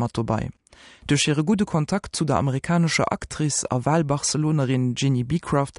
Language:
Luxembourgish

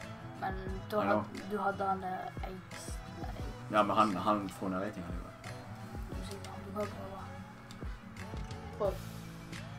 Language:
Norwegian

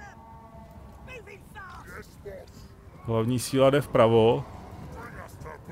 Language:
Czech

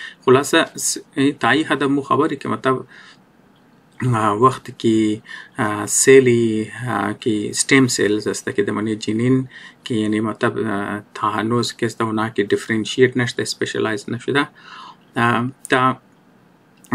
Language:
Persian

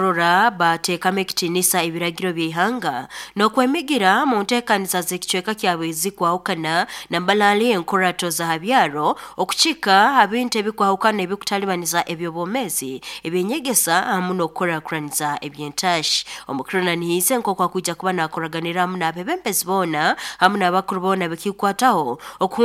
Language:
Nyoro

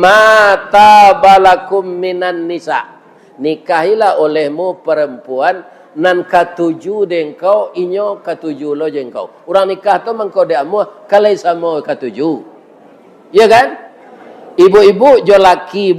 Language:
Minangkabau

